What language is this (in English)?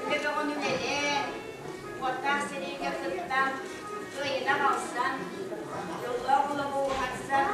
Yakut